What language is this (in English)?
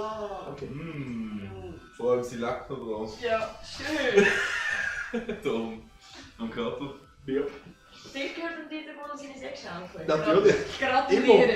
Swiss German